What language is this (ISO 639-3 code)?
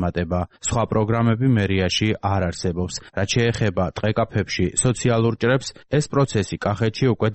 kat